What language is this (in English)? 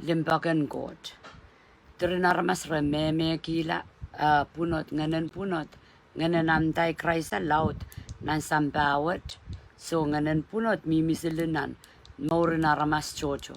Pohnpeian